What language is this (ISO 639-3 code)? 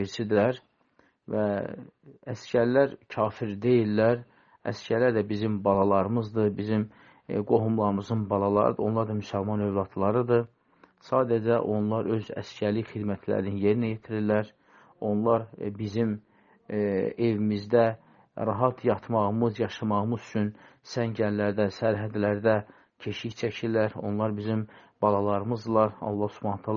aze